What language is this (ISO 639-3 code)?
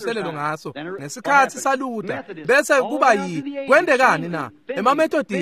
ssw